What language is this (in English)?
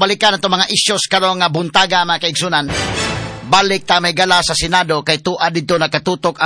Cebuano